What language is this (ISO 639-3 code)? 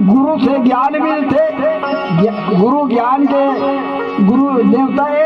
hne